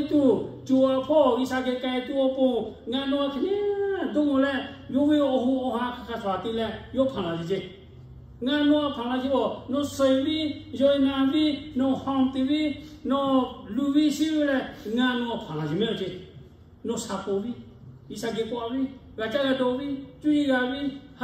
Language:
Lahu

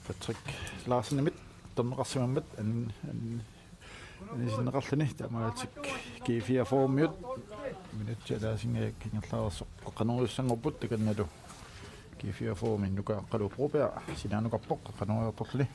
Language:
Kalaallisut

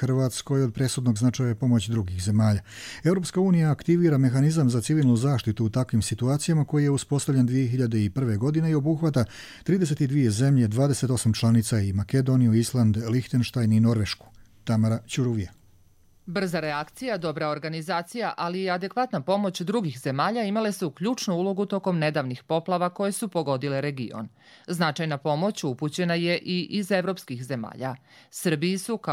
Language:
Serbian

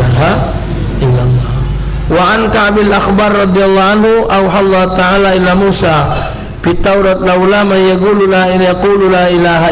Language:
Musi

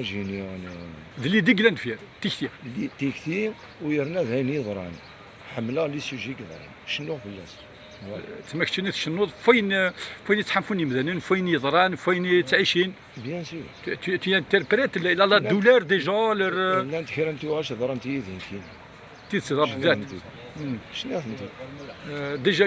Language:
Kabyle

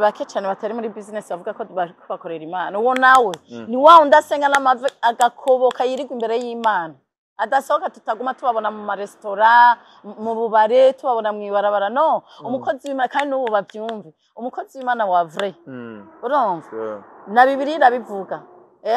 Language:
Rundi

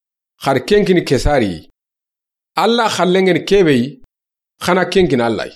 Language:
Soninke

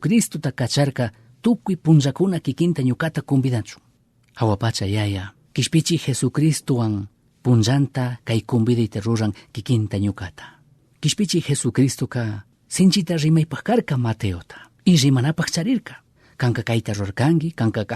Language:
Chimborazo Highland Quichua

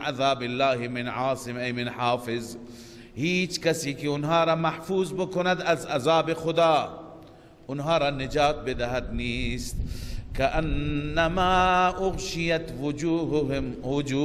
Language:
Persian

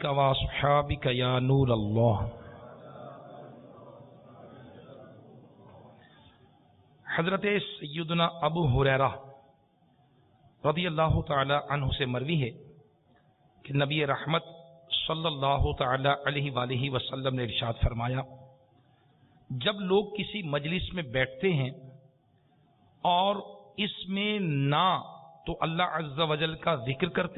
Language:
Urdu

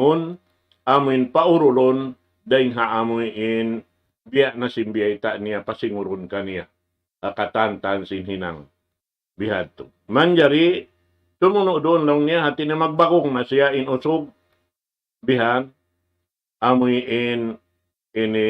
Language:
Tausug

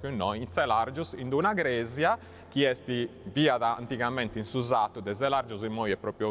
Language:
Sardinian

